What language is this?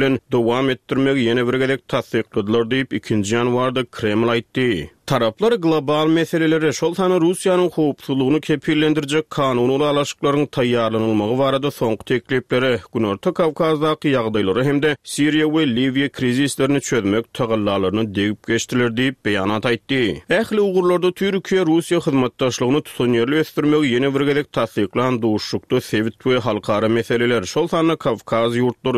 Turkmen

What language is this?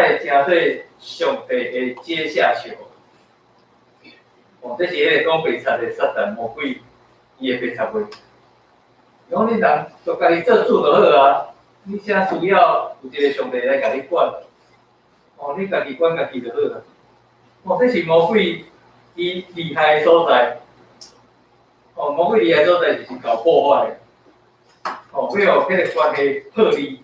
Min Nan Chinese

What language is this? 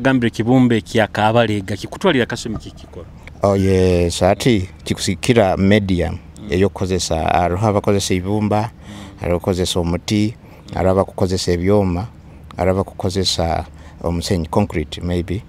Nyoro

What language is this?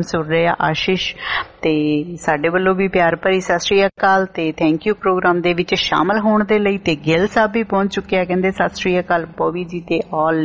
Punjabi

